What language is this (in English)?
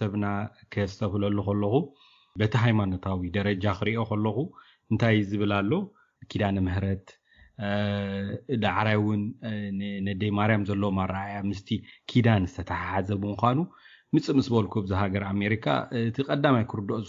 Tigrinya